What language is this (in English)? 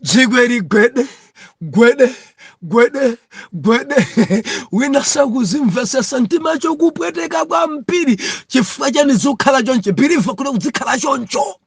Nyanja